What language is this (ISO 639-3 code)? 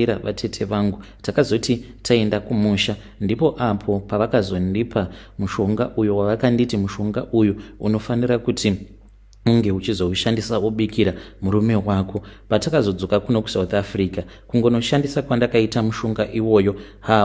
sna